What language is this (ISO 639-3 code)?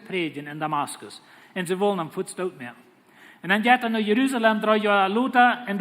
pdt